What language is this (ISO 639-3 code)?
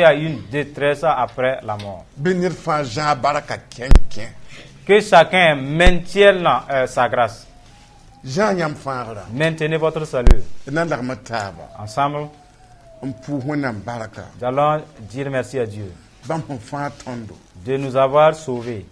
mos